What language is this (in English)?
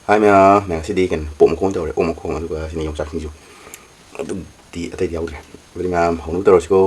Manipuri